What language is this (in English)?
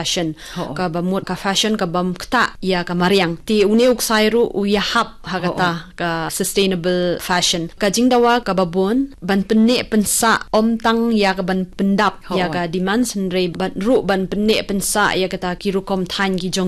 Khasi